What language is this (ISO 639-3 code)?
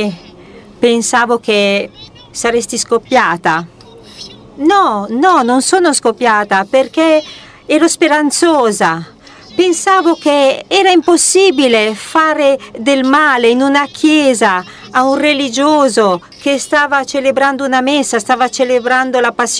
ita